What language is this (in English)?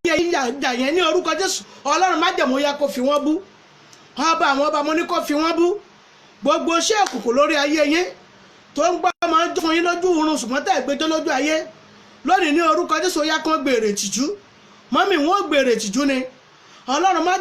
Yoruba